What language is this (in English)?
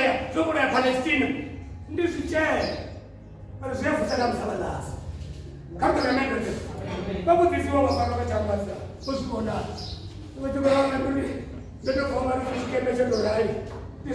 Venda